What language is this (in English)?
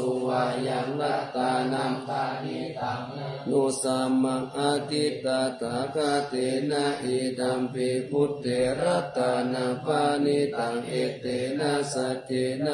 Pali